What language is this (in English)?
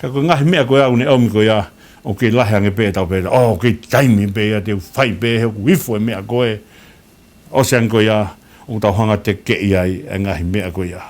Tongan